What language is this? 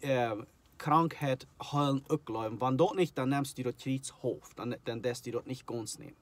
Plautdietsch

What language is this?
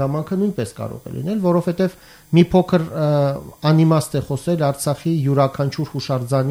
Armenian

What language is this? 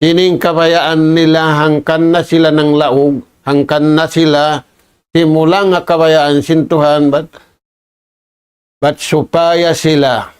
Tausug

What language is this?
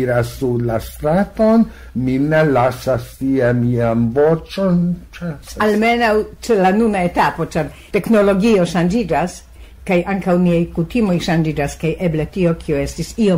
Esperanto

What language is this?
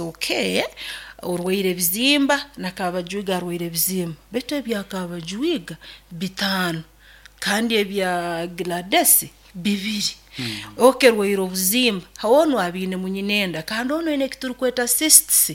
Nyoro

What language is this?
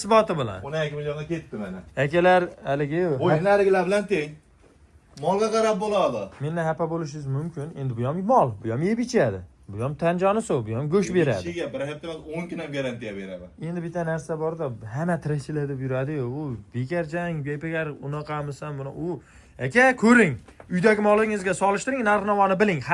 Uzbek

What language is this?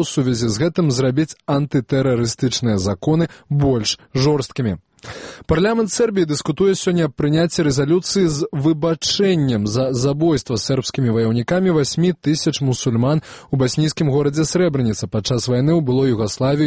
Belarusian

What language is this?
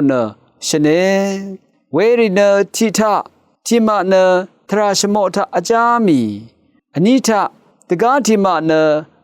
Rawang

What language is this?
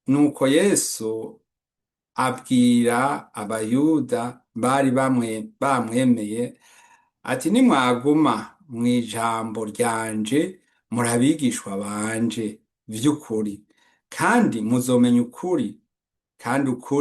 Rundi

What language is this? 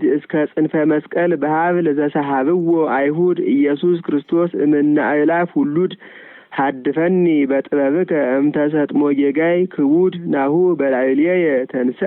Geez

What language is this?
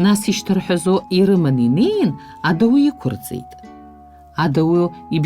Abkhazian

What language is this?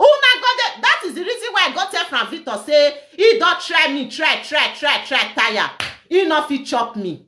Nigerian Pidgin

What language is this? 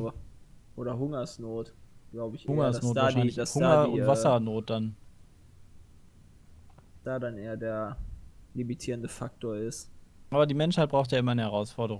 German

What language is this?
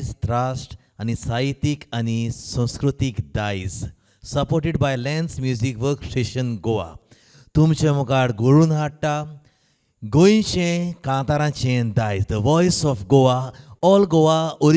Konkani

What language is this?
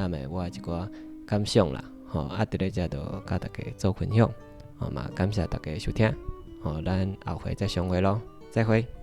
Min Nan Chinese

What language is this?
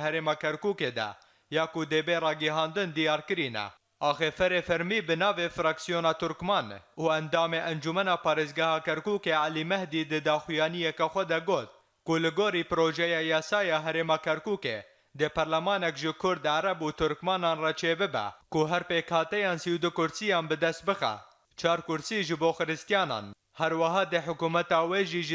Kurdish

